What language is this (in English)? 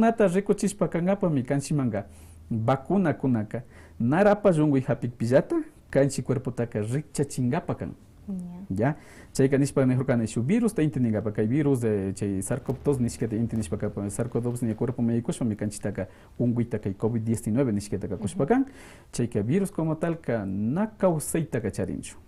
Quechua